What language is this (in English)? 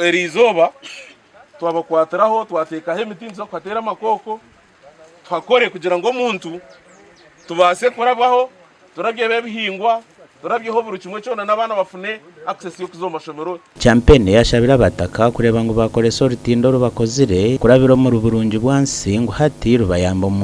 Nyankole